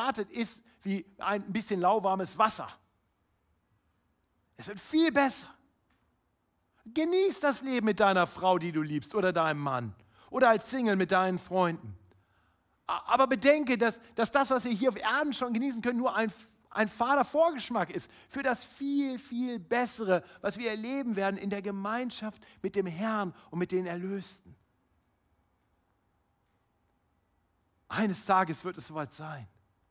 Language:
German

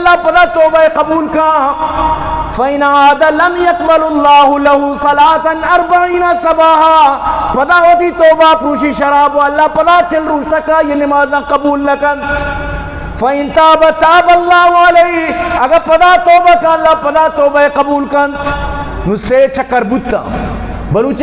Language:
Baluchi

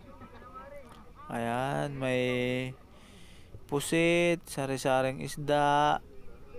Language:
Filipino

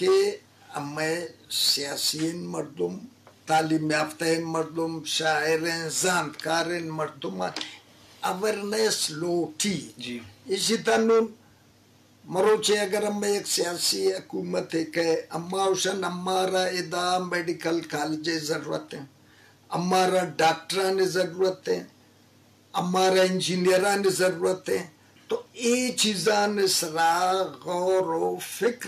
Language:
Eastern Balochi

